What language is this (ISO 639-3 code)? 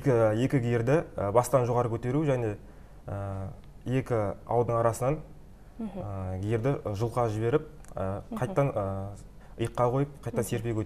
kaz